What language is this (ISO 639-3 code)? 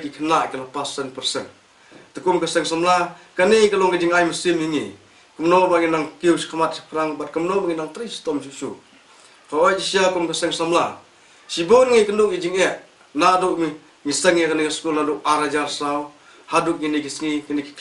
kha